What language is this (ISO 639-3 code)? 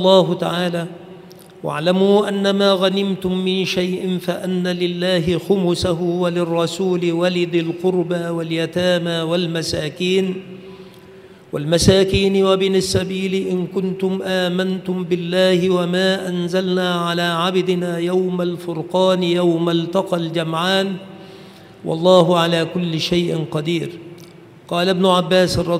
ara